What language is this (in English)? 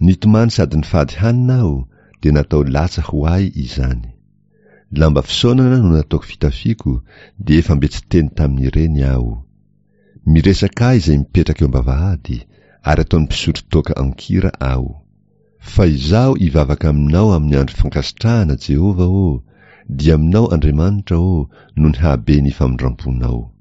Malagasy